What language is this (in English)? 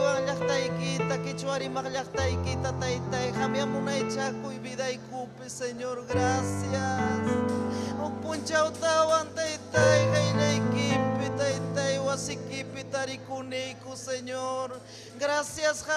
Ayacucho Quechua